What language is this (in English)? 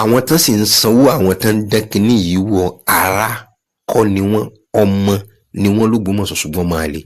Yoruba